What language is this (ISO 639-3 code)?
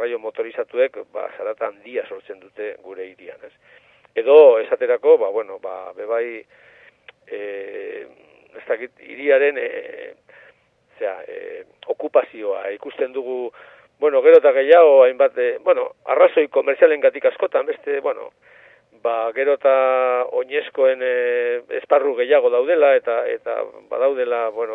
eus